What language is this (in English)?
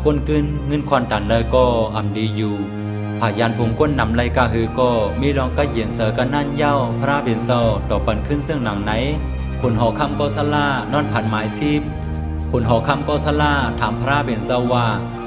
Shan